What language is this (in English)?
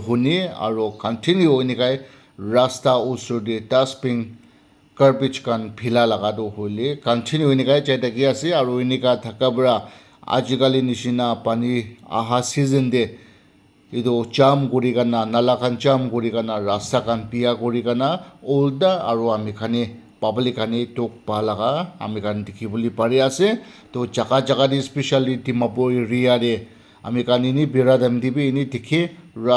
Naga Pidgin